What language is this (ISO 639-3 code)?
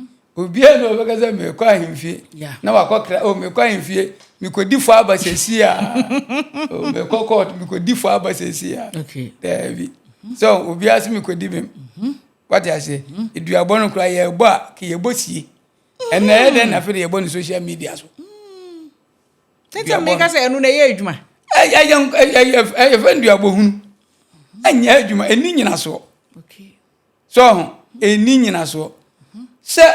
aka